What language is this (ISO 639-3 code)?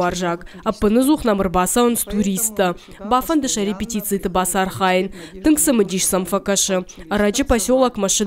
oss